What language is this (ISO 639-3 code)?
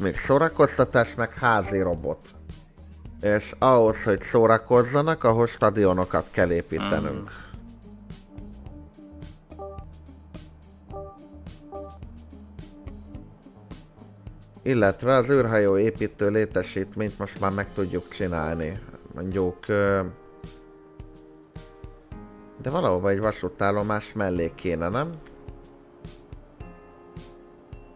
hun